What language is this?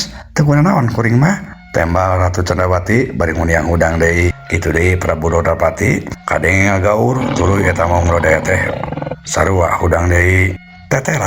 Sundanese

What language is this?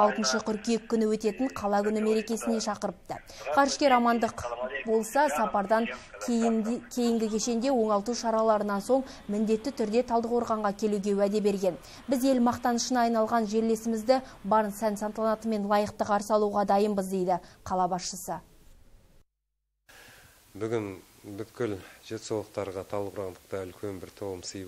Kazakh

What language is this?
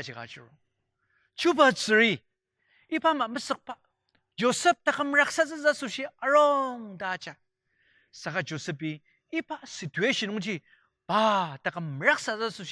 Ao Naga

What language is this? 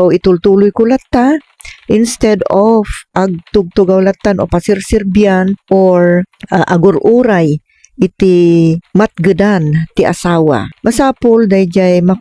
Iloko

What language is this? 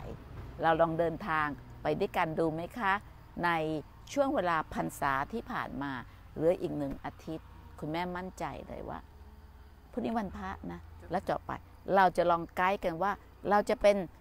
Thai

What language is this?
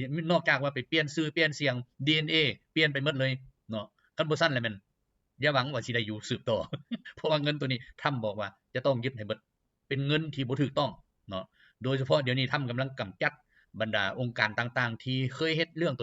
Lao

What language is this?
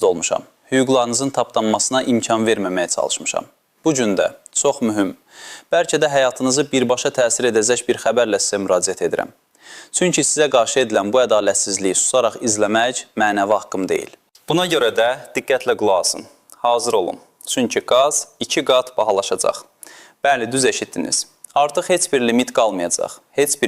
Azerbaijani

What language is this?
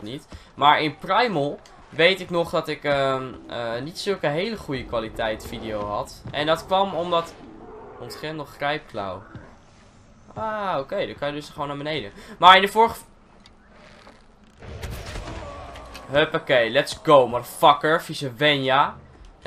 Dutch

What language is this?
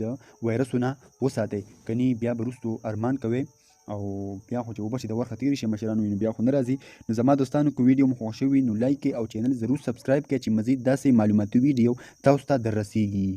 Pashto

